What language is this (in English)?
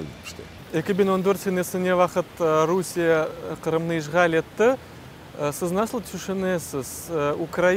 Crimean Tatar